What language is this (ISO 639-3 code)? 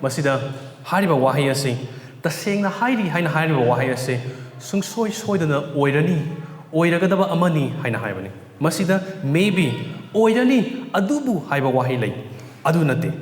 mni